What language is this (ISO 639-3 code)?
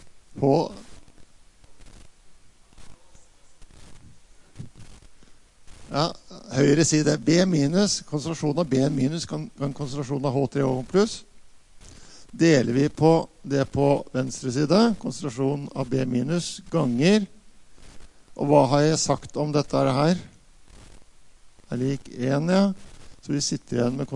nor